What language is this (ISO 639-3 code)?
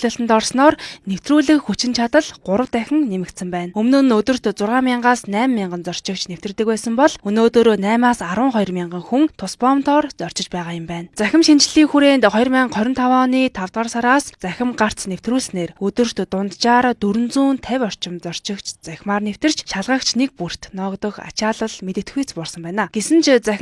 mon